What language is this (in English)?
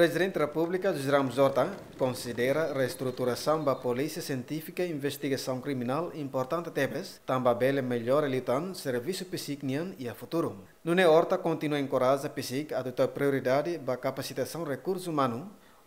Tetum